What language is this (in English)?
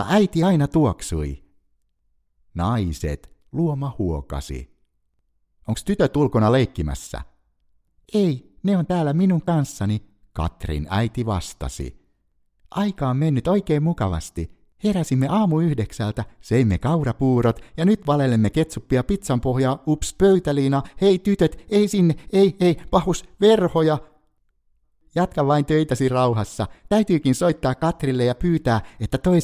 Finnish